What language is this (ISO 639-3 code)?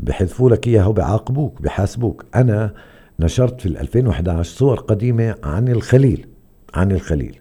apc